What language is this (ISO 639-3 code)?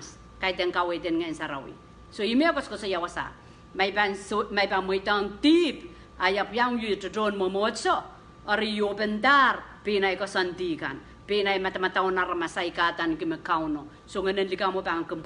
pon